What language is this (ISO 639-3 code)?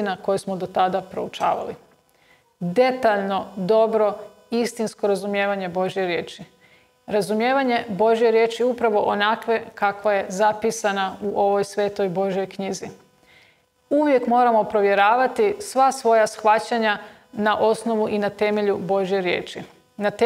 hrv